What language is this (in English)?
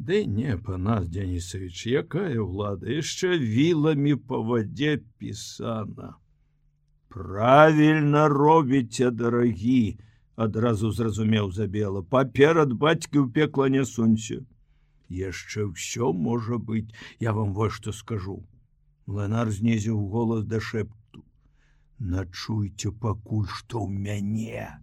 Belarusian